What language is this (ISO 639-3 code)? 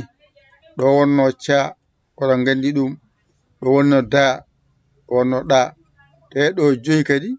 ful